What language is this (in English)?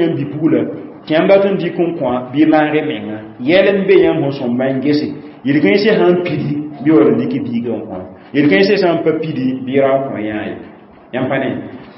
Mossi